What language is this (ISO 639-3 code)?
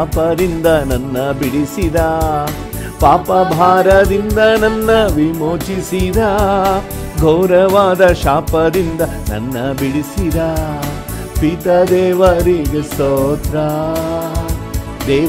kan